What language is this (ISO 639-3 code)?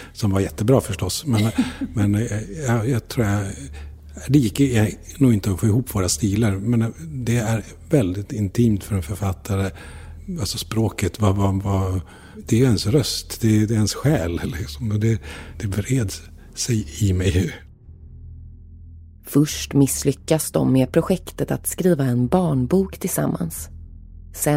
swe